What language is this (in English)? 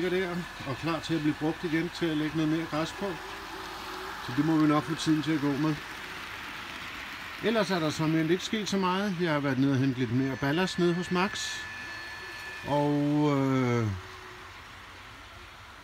Danish